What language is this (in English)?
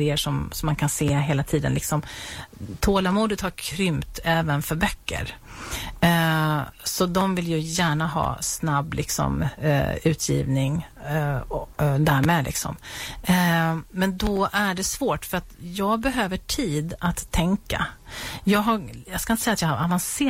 Swedish